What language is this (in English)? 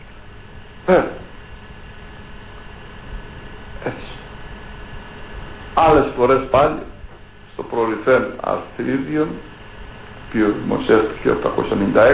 Greek